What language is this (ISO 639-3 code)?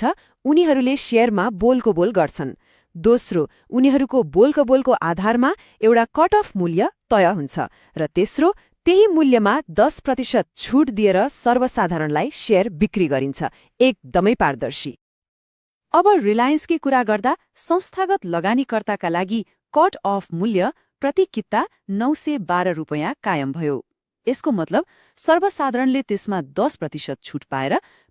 nep